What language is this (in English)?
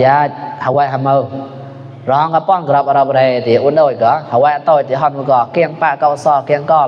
Mon